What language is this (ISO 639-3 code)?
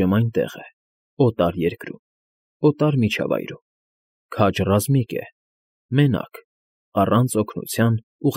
hye